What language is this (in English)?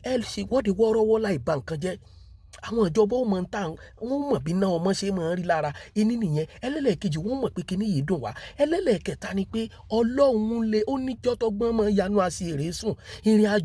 Yoruba